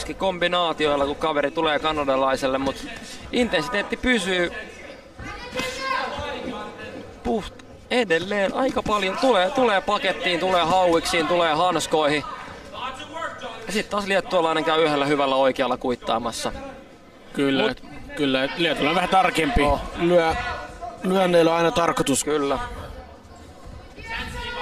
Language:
Finnish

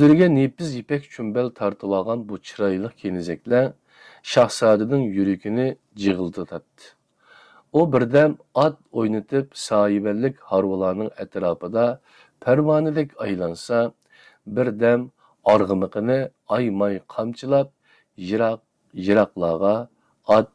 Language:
Uyghur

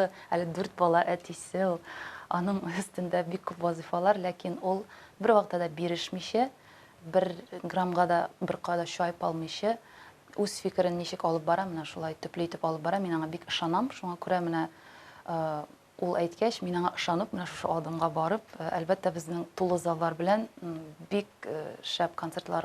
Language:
Tatar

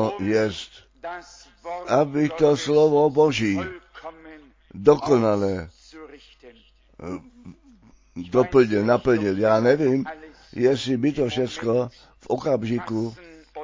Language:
Czech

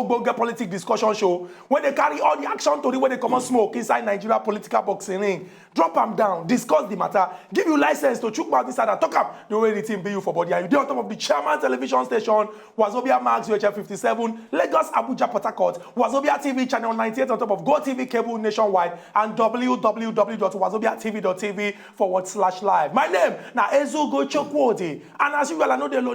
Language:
Nigerian Pidgin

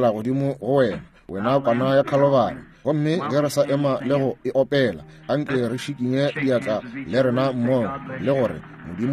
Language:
Northern Sotho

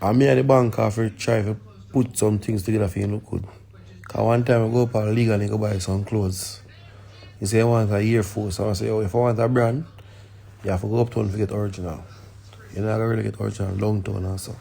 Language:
Jamaican Creole English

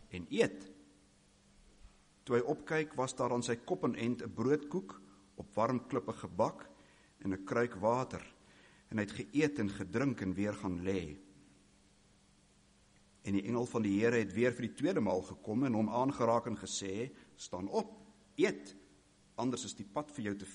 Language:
Afrikaans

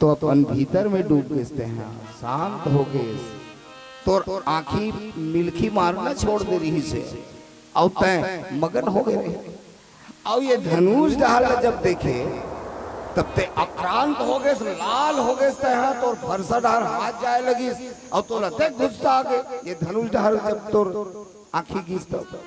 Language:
Chhattisgarhi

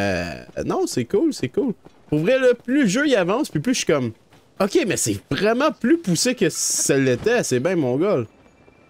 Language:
French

